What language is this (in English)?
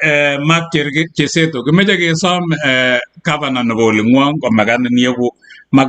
Kalenjin